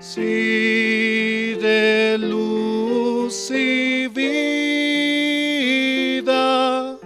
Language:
South Bolivian Quechua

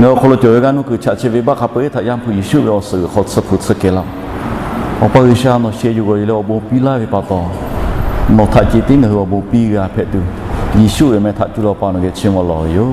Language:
Lahu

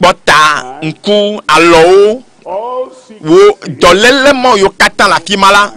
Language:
Ewe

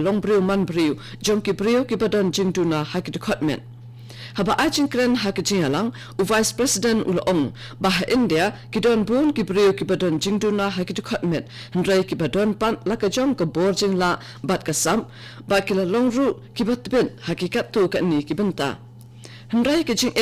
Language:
Khasi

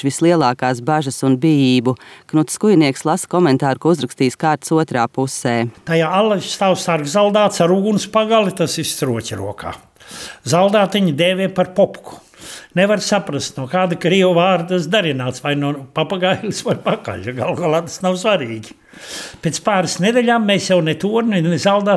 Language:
Latvian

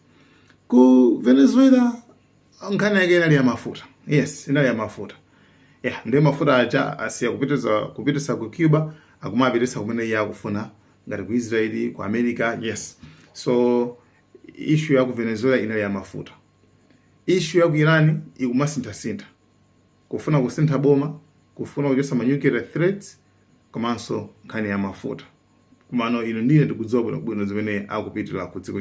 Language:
Nyanja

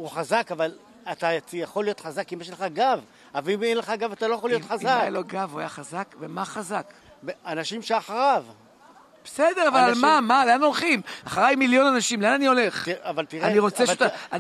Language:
Hebrew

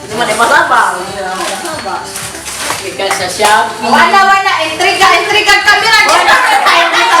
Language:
Cebuano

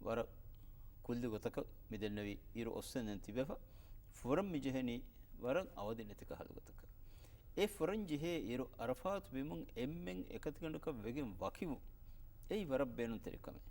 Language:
Divehi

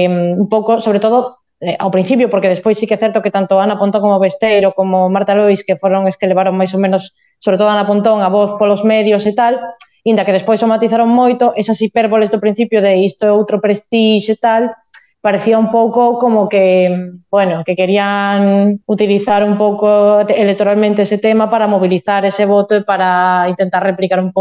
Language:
Galician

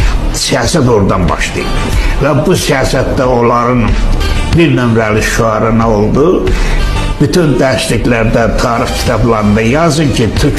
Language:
South Azerbaijani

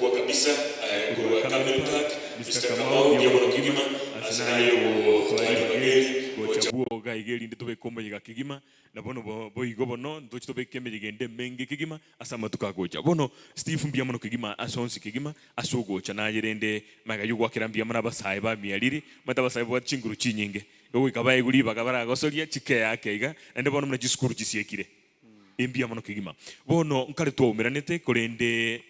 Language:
Gusii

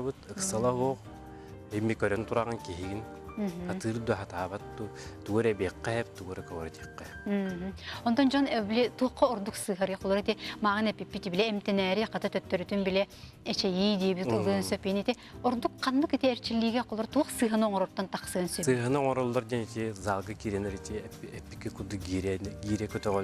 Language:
Yakut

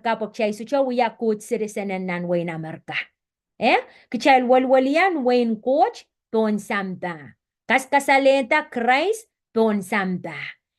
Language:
Pohnpeian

